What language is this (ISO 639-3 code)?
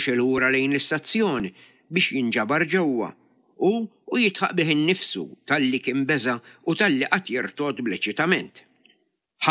mlt